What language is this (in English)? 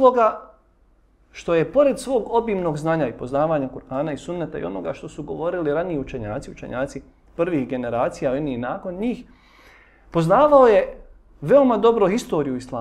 Bosnian